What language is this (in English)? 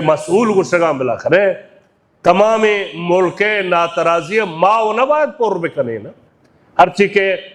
Baluchi